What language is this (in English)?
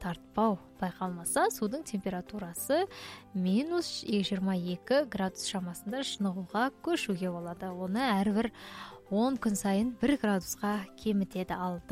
Kazakh